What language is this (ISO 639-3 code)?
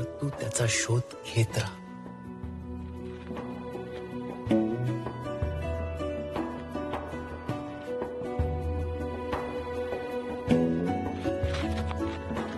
mar